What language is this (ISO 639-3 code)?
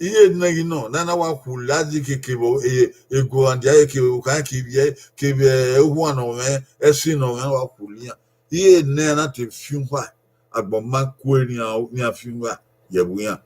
bin